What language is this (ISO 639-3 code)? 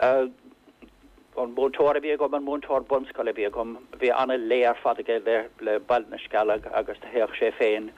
gle